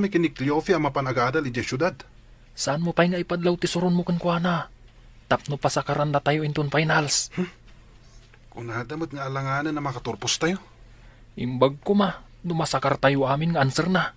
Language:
Iloko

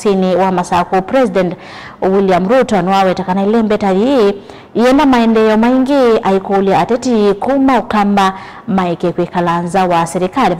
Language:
Kamba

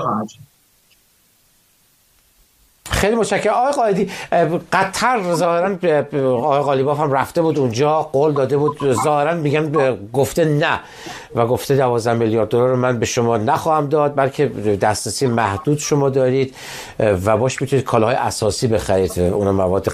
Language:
Persian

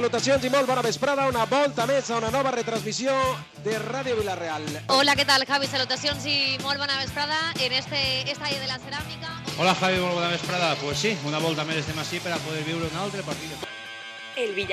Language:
Catalan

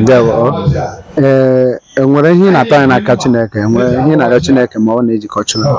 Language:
Igbo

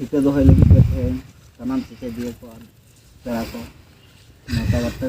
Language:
Santali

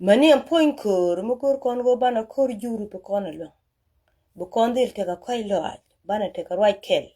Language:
Nuer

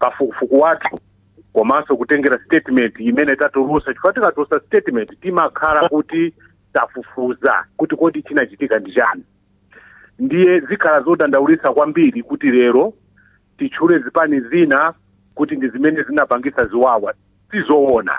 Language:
Nyanja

